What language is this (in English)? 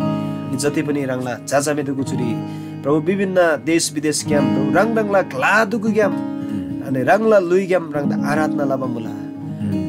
Eastern Tamang